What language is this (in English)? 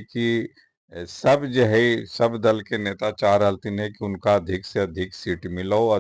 Magahi